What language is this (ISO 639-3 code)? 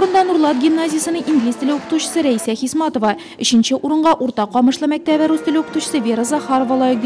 tat